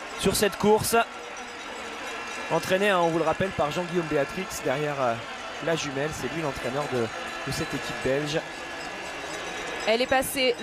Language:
French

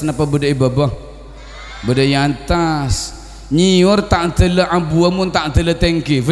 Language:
Madurese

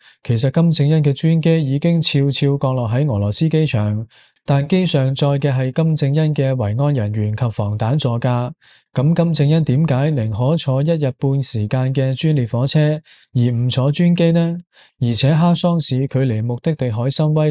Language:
Cantonese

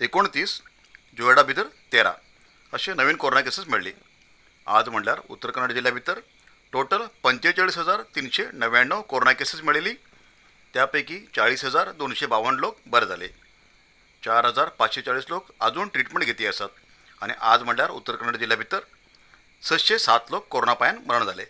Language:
Konkani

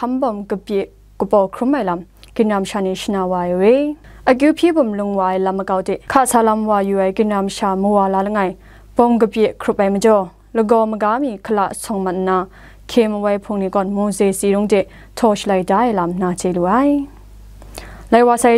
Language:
Kachin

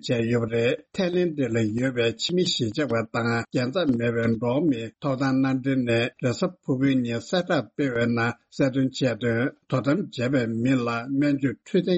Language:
Tibetan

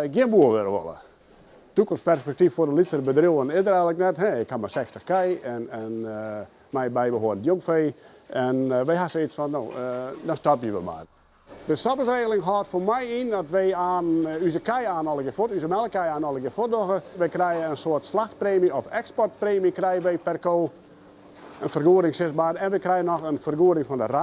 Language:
Western Frisian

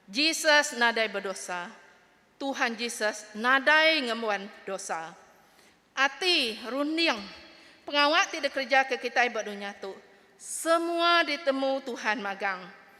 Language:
Iban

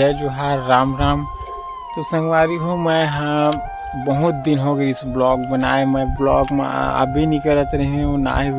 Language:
Chhattisgarhi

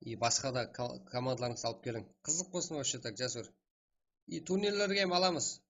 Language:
Kara-Kalpak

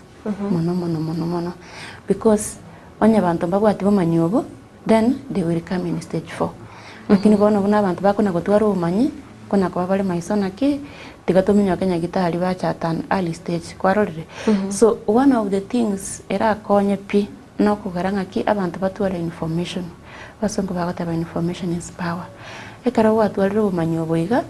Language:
Gusii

